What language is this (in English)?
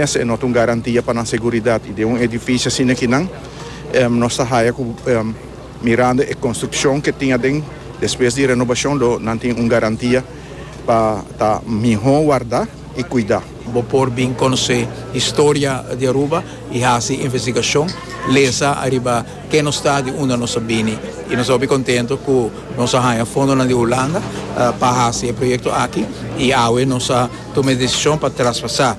Papiamento